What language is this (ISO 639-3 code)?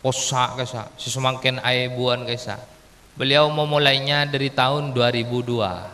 mad